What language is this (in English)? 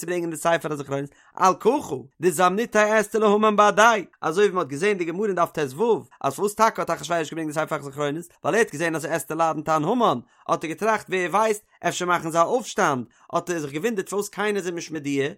Yiddish